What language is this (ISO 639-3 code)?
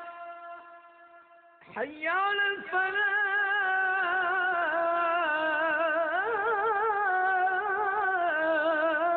arq